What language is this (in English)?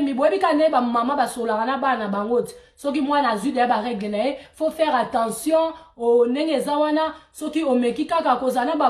Lingala